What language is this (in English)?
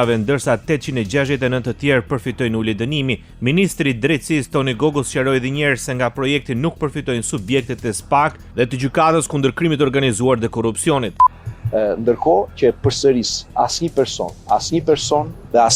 Albanian